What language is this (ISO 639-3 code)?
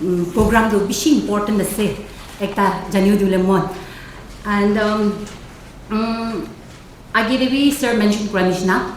nag